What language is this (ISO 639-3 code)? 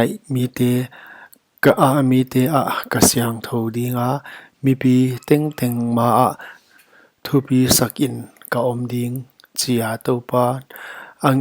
pck